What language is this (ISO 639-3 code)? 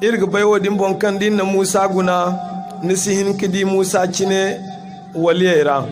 dje